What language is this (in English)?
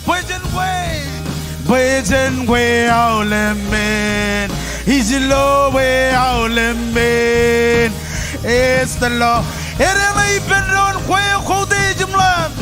Marshallese